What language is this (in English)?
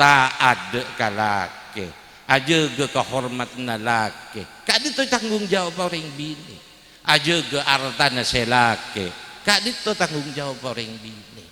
Madurese